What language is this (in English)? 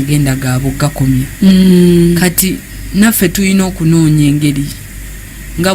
Ganda